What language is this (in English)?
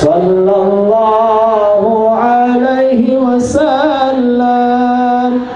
Sasak